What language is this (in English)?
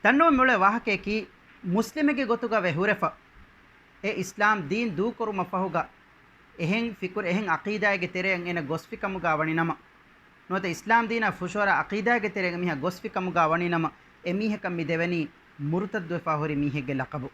Divehi